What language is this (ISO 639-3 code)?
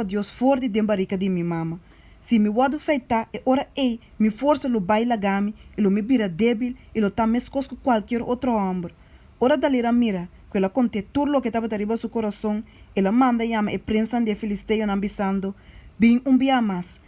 pap